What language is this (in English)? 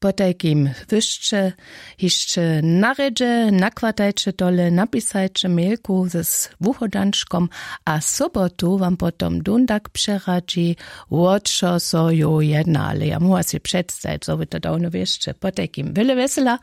Upper Sorbian